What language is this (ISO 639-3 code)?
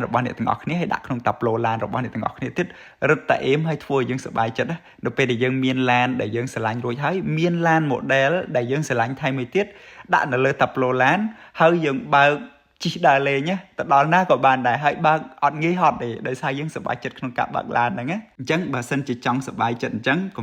khm